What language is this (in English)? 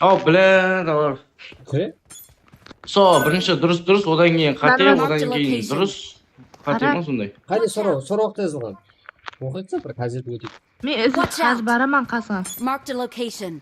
Kara-Kalpak